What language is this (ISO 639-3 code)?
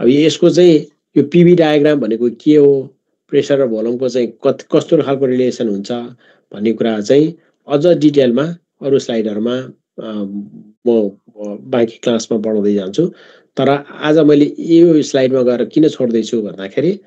nep